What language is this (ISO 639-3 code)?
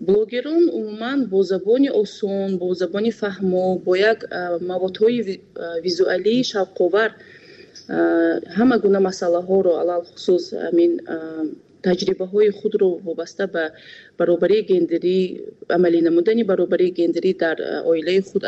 tgk